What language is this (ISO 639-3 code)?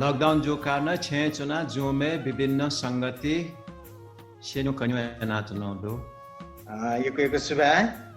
new